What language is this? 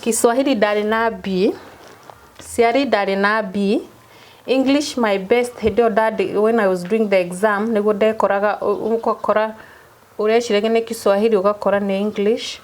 Kikuyu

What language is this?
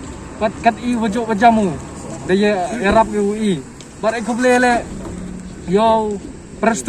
Pnar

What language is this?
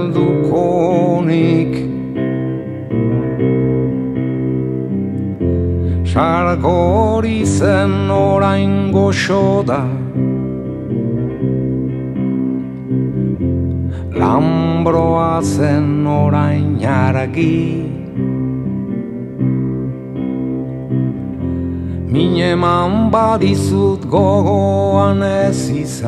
Basque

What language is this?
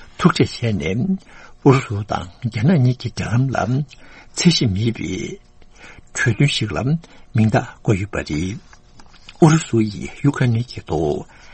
Tibetan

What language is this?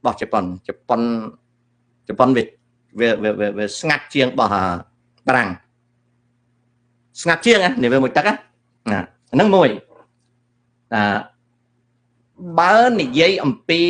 Khmer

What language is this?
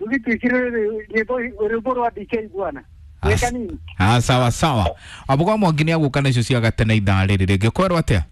Kikuyu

